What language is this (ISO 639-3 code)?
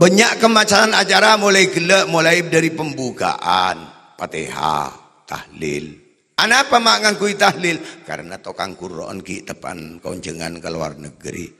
mad